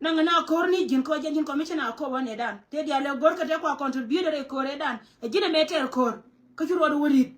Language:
Nuer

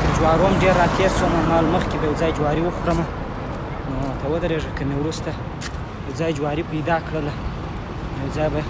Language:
Pashto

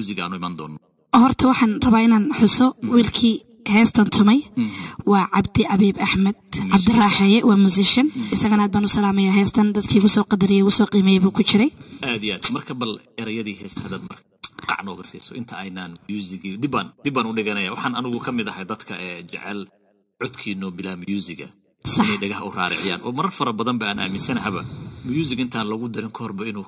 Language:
Somali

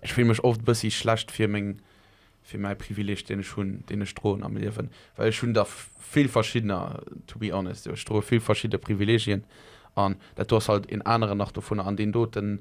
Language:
Luxembourgish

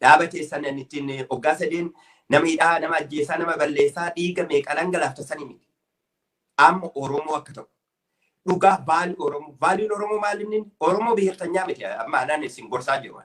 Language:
Oromo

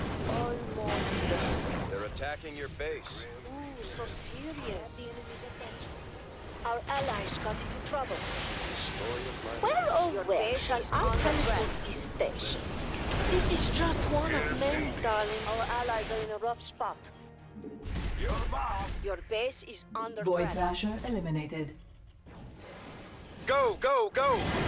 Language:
English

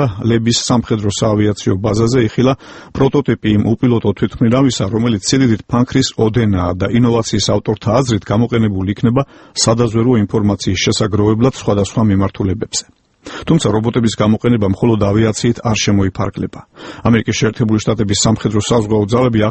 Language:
Georgian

